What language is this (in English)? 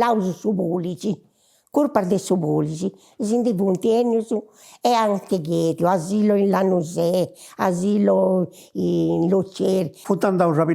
Sardinian